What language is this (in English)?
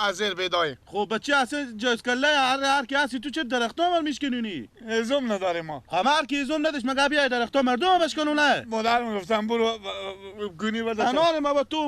Persian